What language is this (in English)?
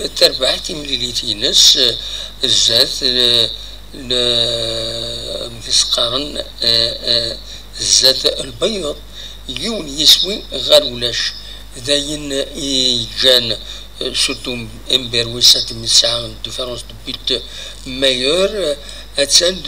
Kabyle